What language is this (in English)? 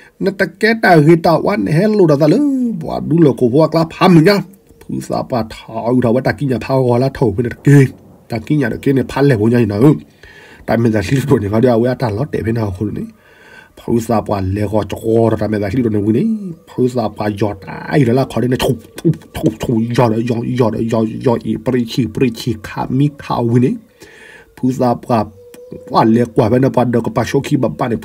S'gaw Karen